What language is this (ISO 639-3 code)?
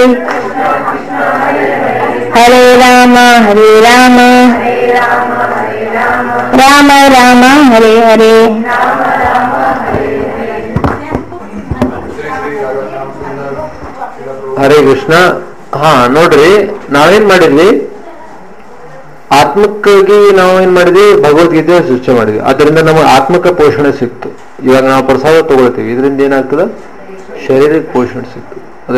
kan